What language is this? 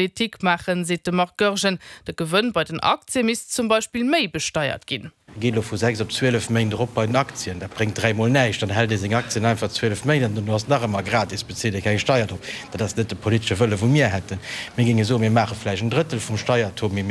Luxembourgish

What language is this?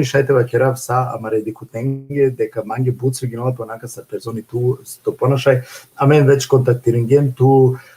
Balkan Romani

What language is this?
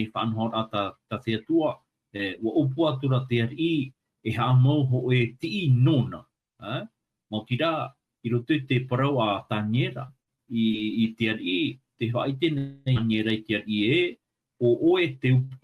Tahitian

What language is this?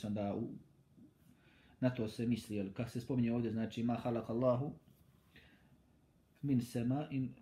Bosnian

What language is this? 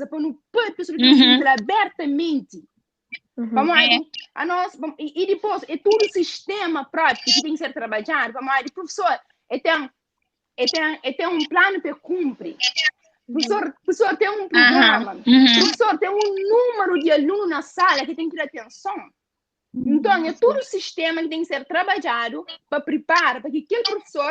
Kabuverdianu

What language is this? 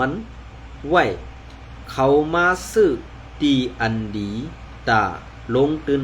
Shan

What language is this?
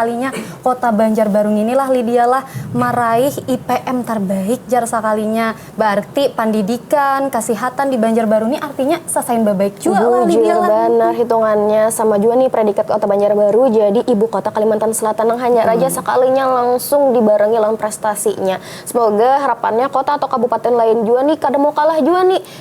Banjar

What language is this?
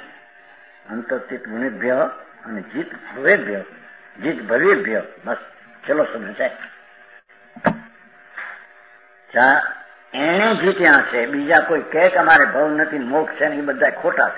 Gujarati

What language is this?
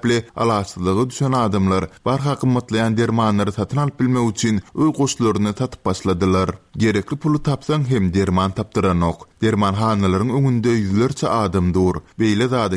Turkmen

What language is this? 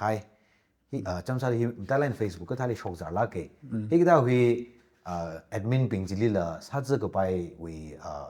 Tangkhul Naga (India)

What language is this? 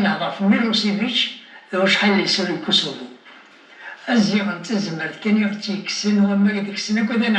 Kabyle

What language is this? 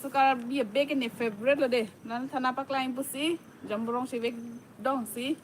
Karbi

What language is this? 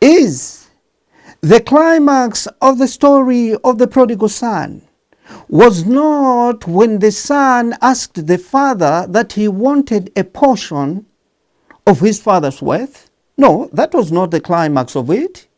English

